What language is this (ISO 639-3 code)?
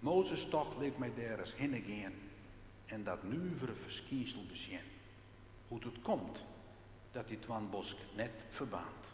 fry